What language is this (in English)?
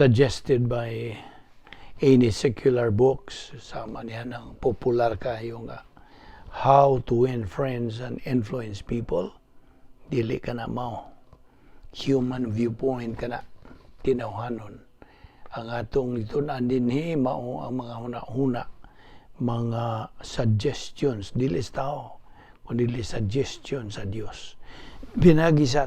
Cebuano